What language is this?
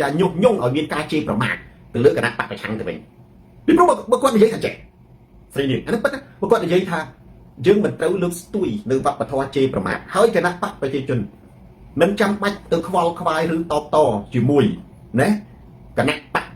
Khmer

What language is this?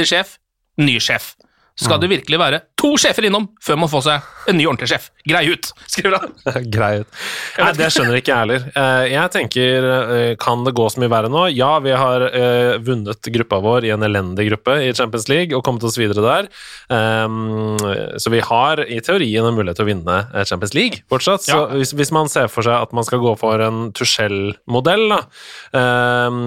Norwegian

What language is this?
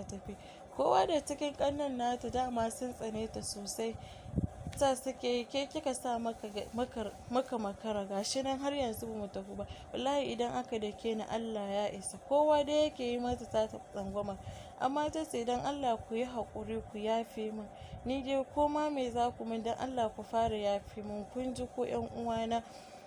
Hausa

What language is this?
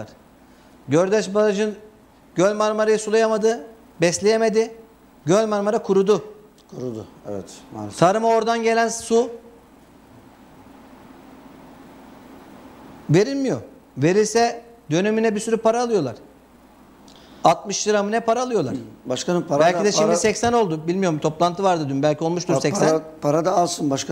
Turkish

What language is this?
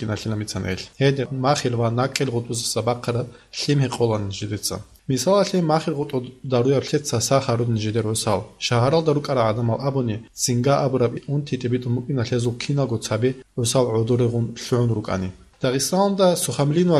Avaric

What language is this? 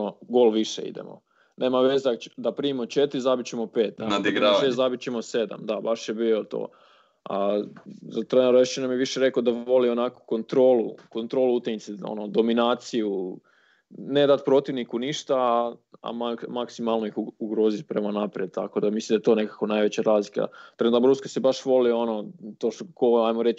Croatian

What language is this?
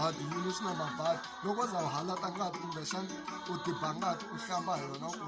Tsonga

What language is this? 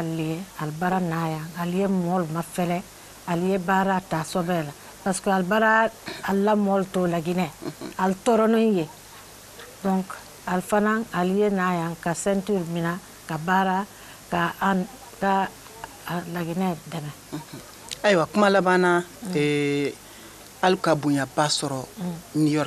Bambara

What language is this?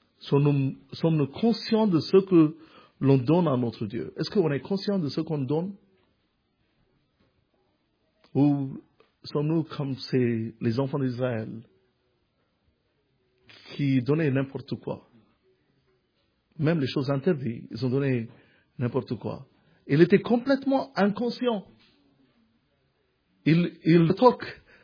French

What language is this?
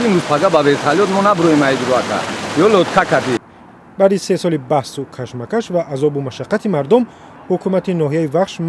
Tajik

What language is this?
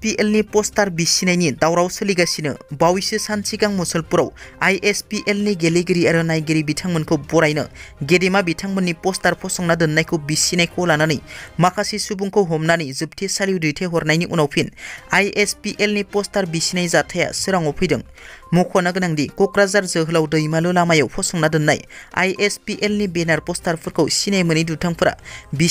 Bodo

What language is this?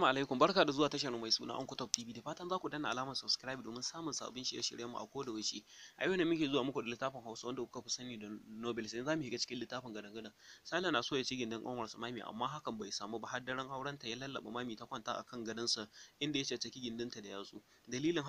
Hausa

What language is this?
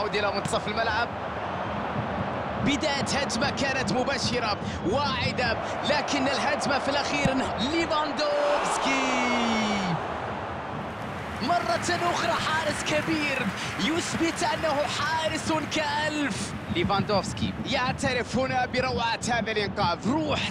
Arabic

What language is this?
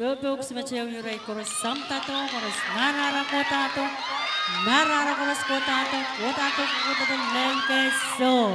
Pohnpeian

